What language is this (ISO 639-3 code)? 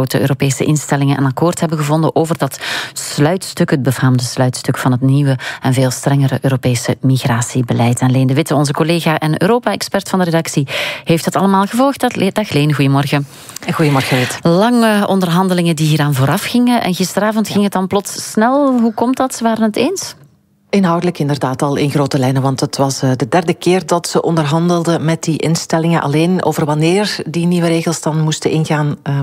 nld